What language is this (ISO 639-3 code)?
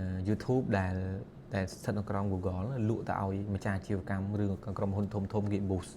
khm